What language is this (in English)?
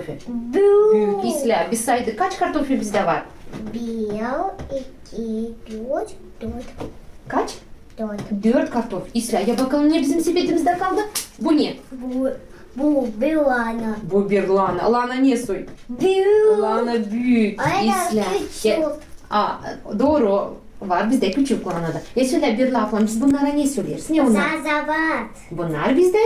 Gagauz